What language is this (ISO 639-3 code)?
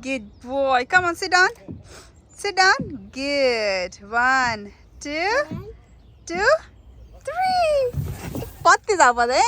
kok